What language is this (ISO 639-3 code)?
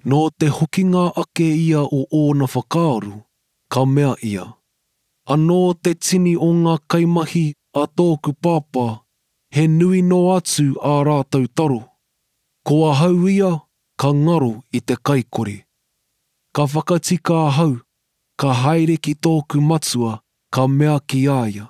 mri